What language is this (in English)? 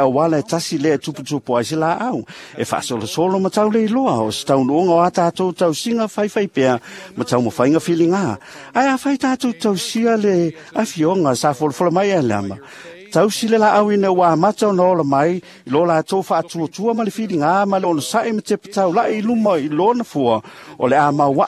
Samoan